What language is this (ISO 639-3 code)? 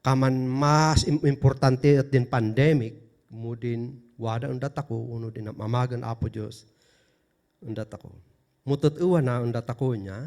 kne